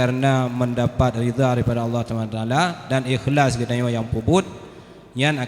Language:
Achinese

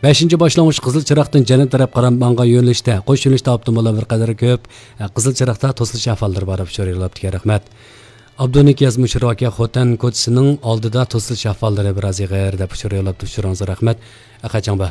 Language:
Uyghur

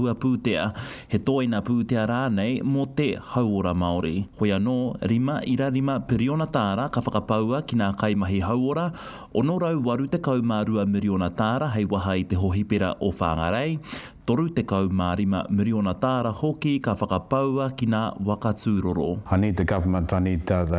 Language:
Māori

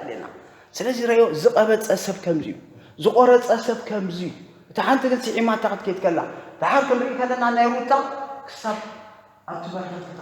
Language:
Tigrinya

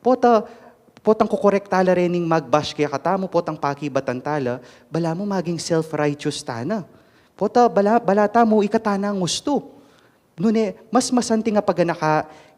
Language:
Pampanga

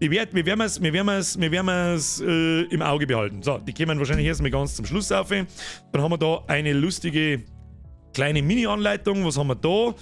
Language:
Bavarian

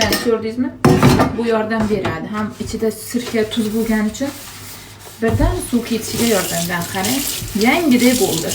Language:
Uzbek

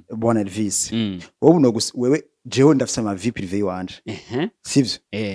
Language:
Rundi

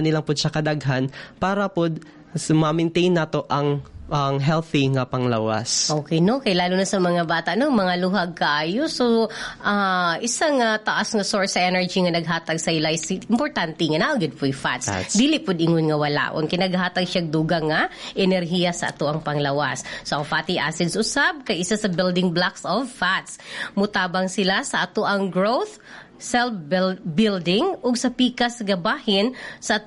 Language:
Cebuano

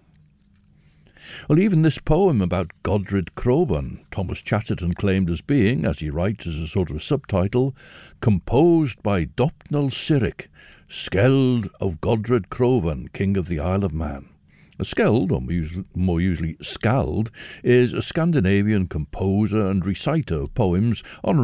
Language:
English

